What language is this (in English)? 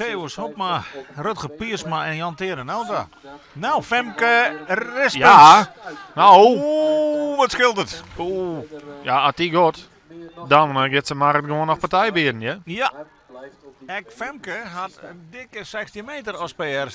Western Frisian